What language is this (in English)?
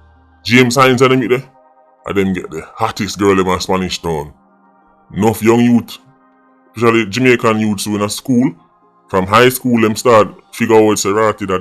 Jamaican Creole English